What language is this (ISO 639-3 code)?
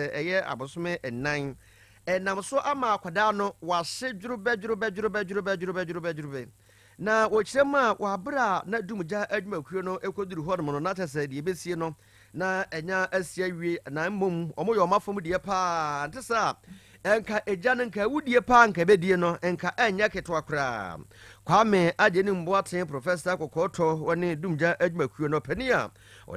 aka